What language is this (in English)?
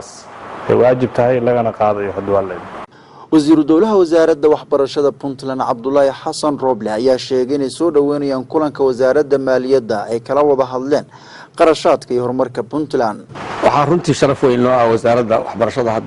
Somali